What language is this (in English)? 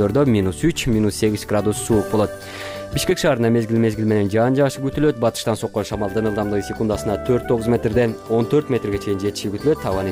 Kyrgyz